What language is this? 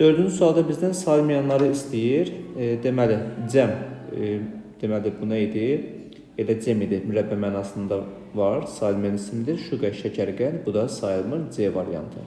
Azerbaijani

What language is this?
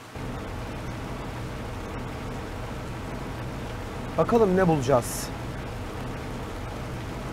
Turkish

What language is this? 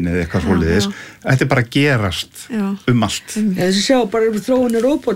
Icelandic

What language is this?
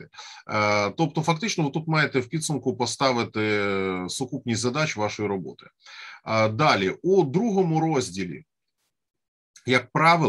Ukrainian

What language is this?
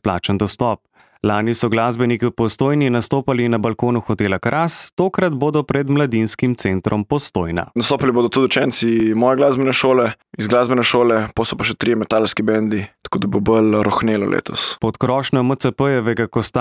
Slovenian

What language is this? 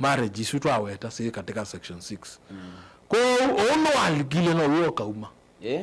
Kamba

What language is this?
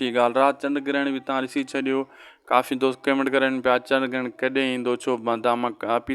Sindhi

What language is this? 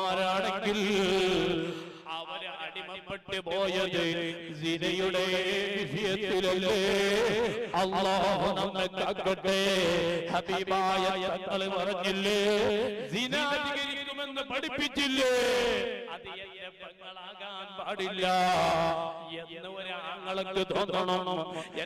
Malayalam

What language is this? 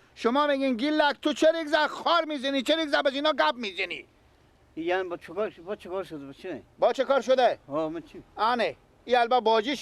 Persian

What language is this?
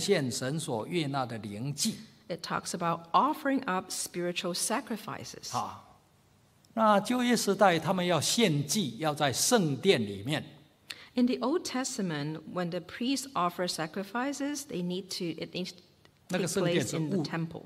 Chinese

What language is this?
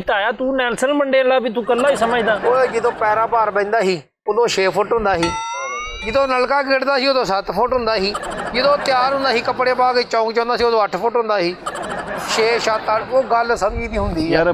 Punjabi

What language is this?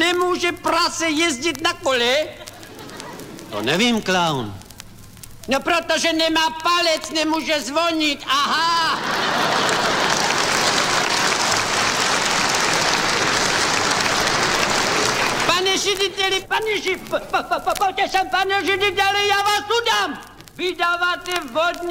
Czech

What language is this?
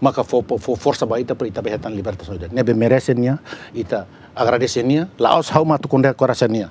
Tetum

